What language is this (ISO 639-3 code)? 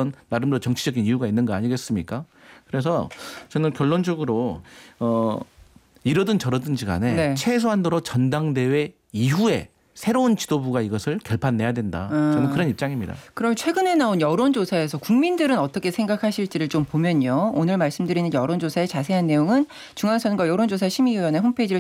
kor